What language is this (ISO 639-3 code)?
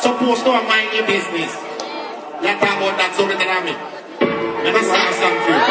jam